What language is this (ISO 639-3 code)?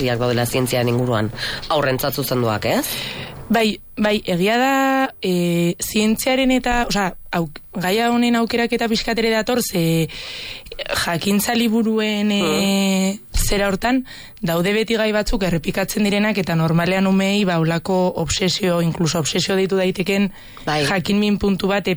eus